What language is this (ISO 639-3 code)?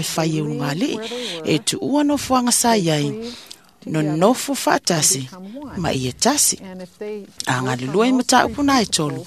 smo